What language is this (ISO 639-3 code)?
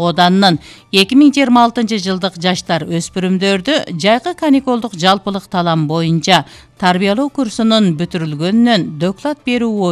kir